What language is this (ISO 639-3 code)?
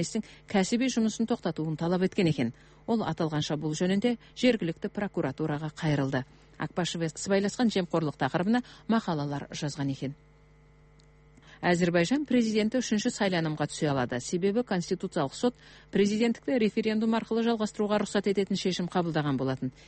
kaz